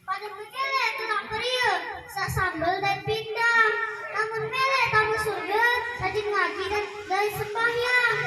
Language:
Sasak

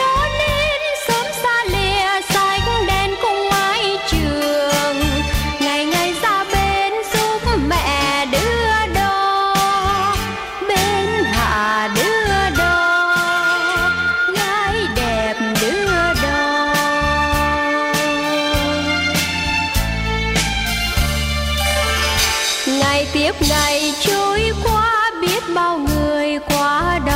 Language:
Vietnamese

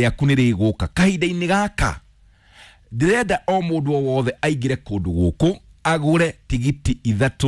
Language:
Kikuyu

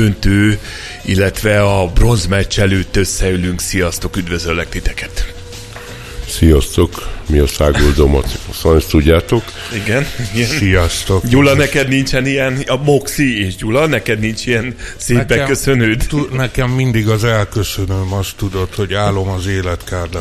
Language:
Hungarian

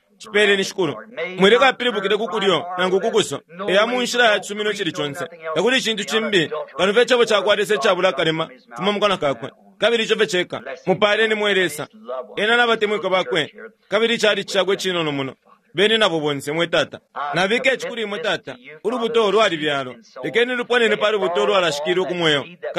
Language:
Bemba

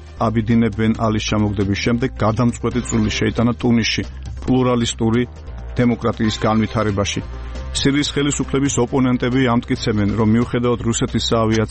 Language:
Georgian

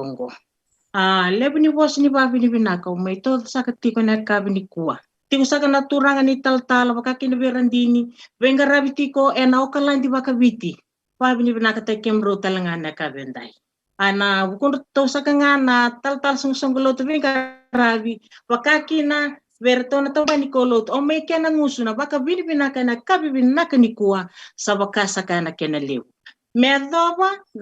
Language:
Fijian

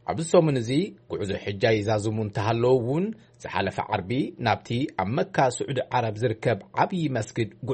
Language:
Tigrinya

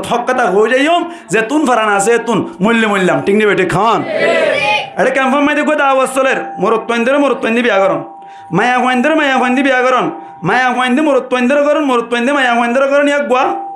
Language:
Rohingya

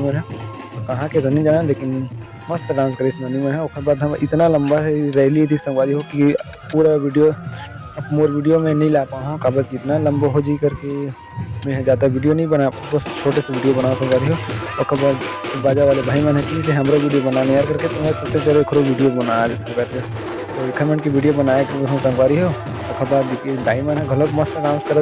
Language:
Chhattisgarhi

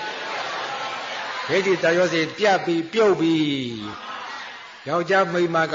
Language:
Burmese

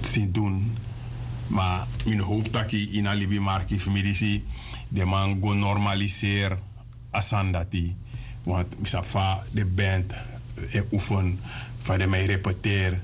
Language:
Sranan Tongo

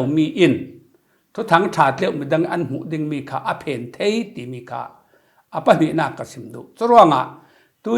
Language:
Falam Chin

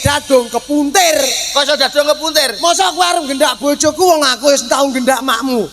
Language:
Javanese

